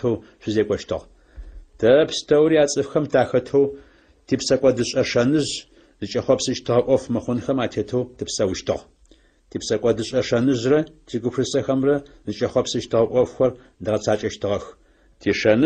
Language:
Adyghe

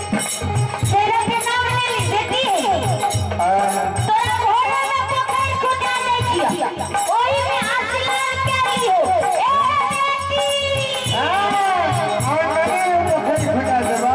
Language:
Maithili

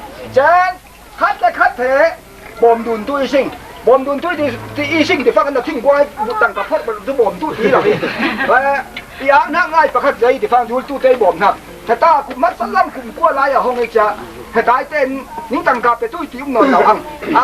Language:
Falam Chin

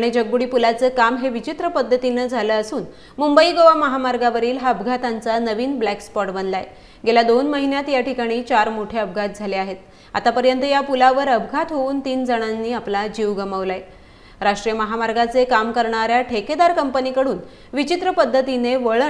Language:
Marathi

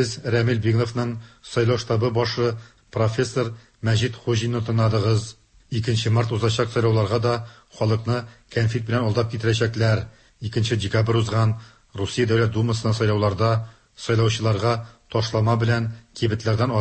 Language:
Tatar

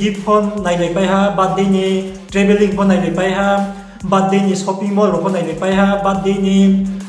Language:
Riang (India)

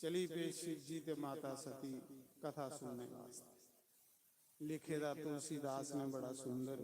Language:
Dogri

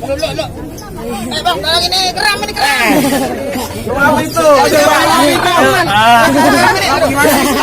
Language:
Betawi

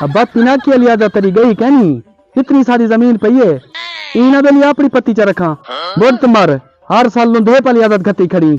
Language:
Saraiki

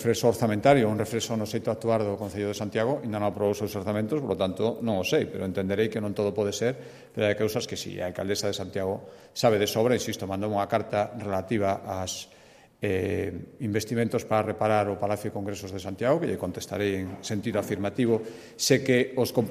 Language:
Galician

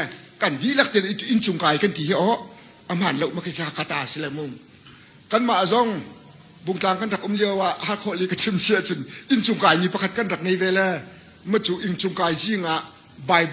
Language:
Hakha Chin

